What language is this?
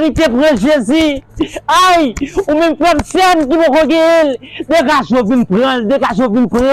Haitian Creole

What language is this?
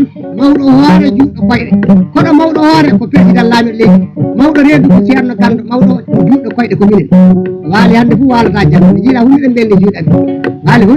Fula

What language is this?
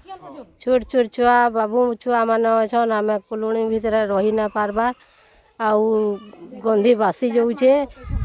Odia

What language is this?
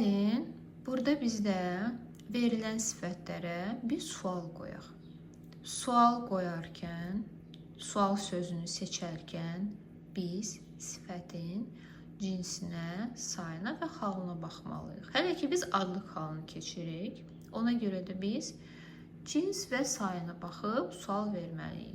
Azerbaijani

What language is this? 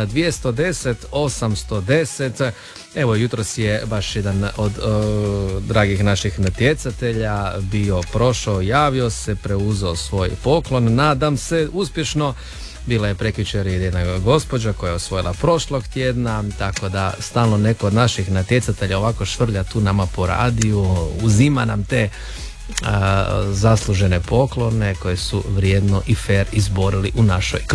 Croatian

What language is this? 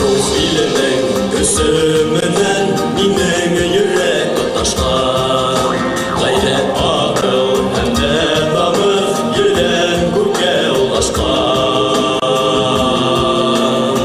Bashkir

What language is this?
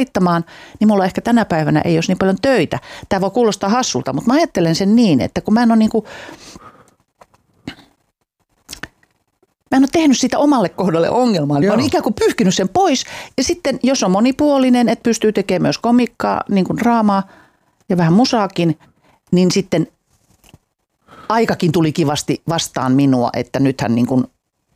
Finnish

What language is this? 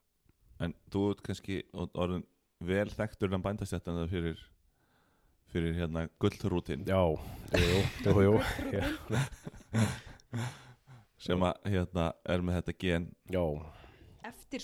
Icelandic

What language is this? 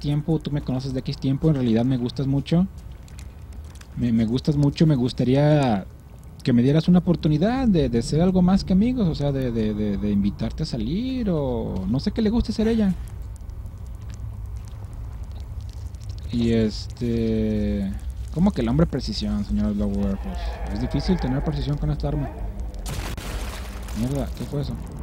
Spanish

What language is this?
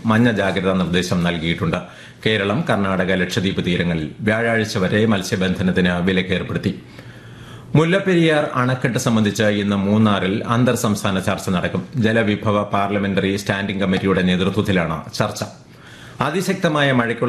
Malayalam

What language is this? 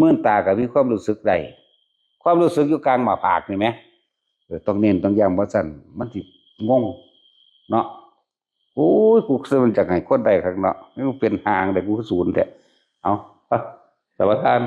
Northeastern Thai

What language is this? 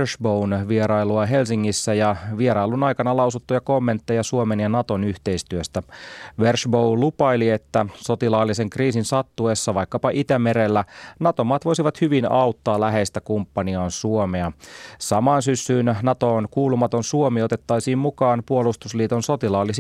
Finnish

